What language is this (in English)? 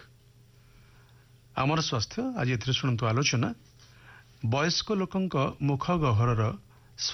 Odia